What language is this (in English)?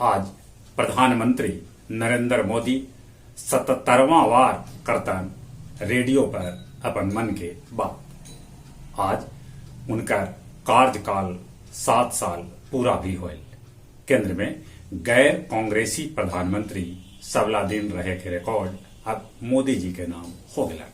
Magahi